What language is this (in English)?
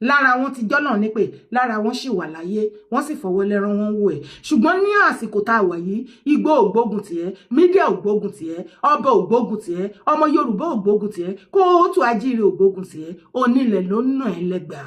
Yoruba